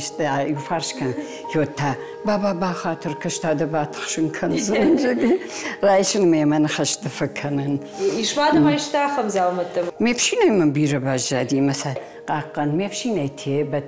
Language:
Ossetic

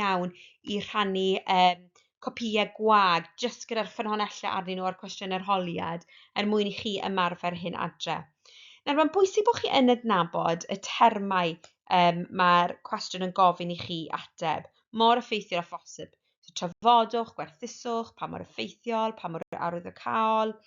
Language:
Welsh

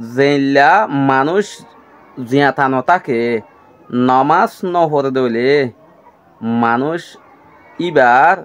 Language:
Rohingya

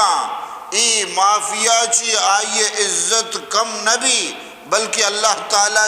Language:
Eastern Balochi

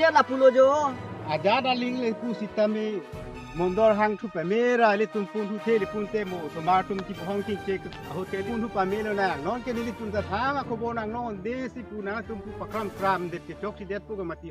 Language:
Karbi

